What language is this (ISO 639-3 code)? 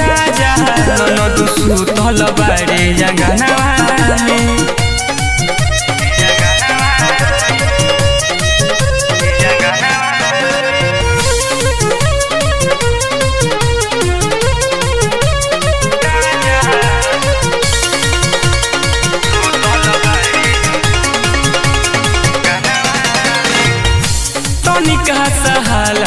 bho